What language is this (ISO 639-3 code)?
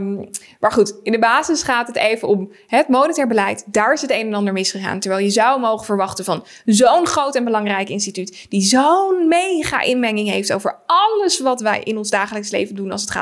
nld